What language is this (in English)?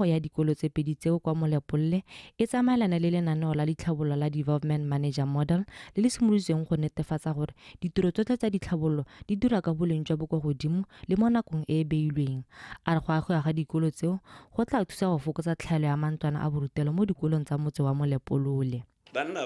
Tswana